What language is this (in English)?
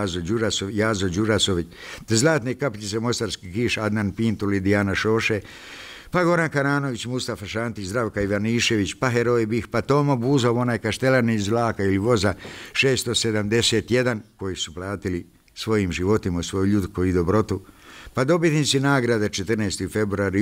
Bosnian